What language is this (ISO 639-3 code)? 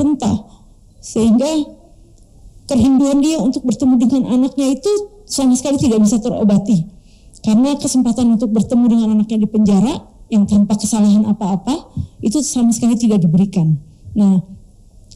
ind